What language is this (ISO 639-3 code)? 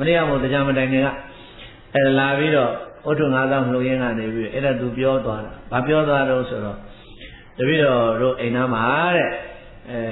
mya